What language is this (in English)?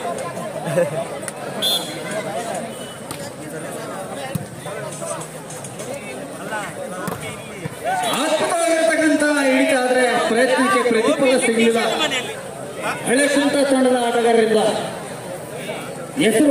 Kannada